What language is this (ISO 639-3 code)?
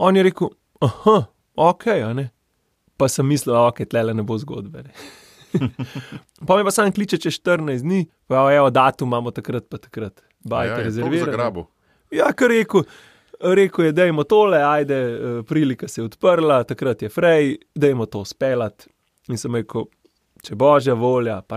slv